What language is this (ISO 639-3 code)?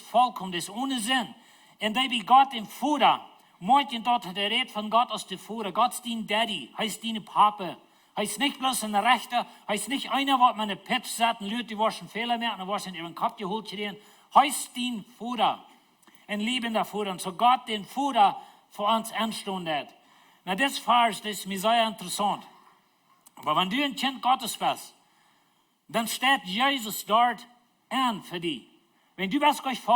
pdt